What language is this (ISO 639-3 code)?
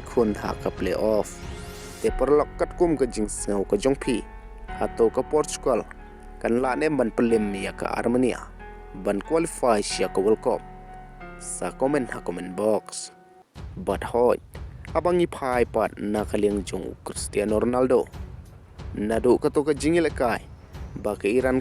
kha